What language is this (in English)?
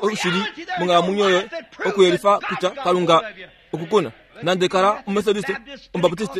Kuanyama